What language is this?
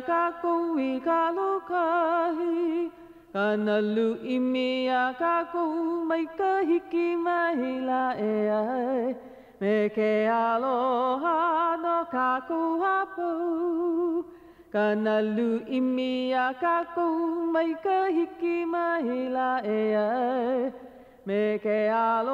Hawaiian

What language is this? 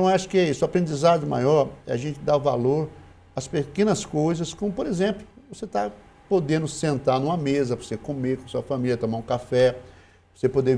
Portuguese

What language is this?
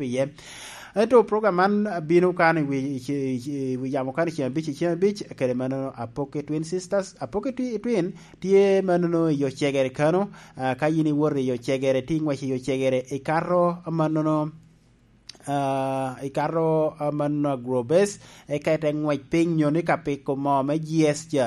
Lango (Uganda)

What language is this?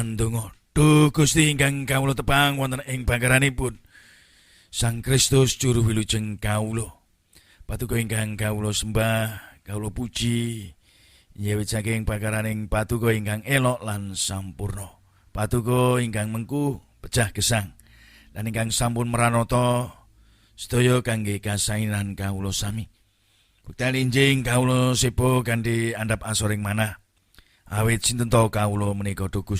Javanese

